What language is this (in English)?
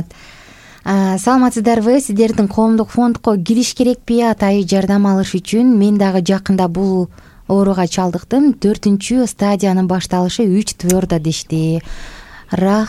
Kyrgyz